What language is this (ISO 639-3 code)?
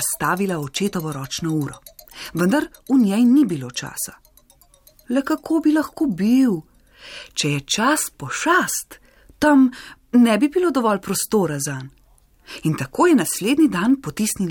slv